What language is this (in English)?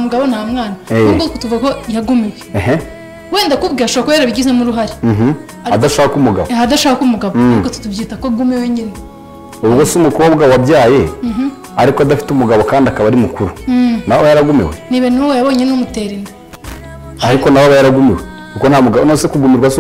Kinyarwanda